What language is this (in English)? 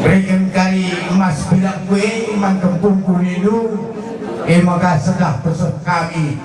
Batak Karo